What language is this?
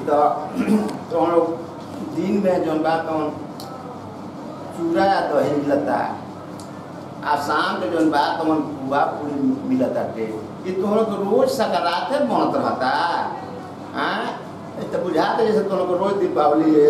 Bhojpuri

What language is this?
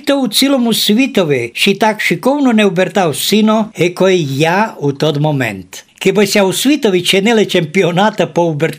Rusyn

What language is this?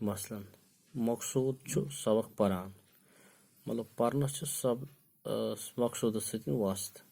Kashmiri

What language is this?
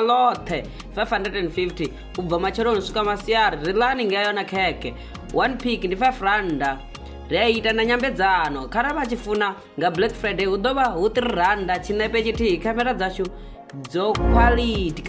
Venda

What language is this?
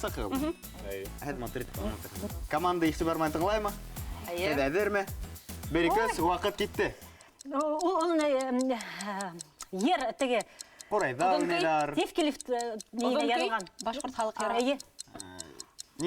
Bashkir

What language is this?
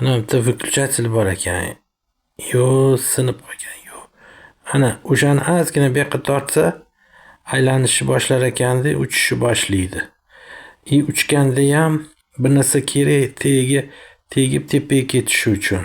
Uzbek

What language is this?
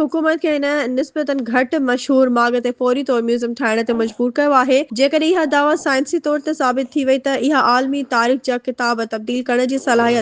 Sindhi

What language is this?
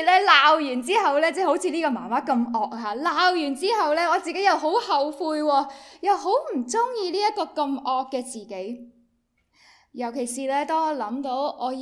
Cantonese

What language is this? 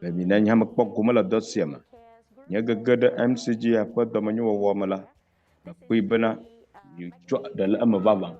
Ewe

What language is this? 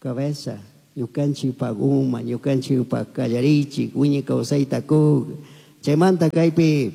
Chimborazo Highland Quichua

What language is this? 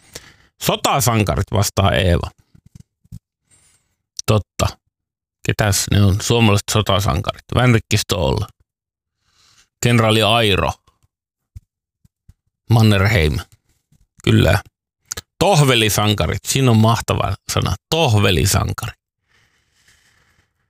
Finnish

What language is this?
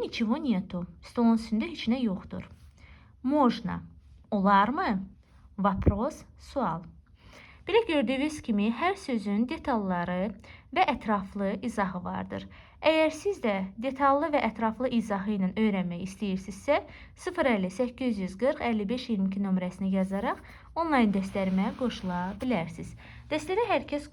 Azerbaijani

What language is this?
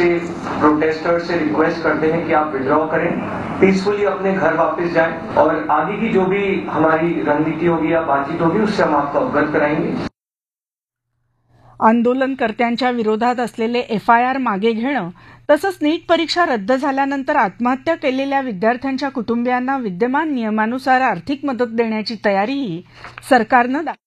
Marathi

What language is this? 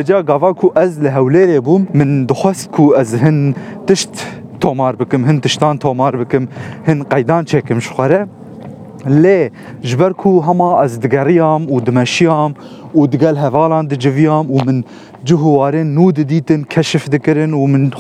Kurdish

